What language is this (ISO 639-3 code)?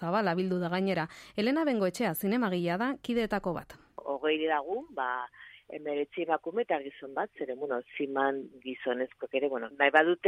eus